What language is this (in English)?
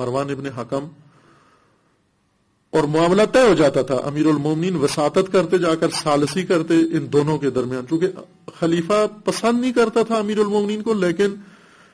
Urdu